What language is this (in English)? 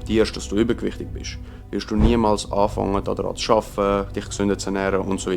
Swiss German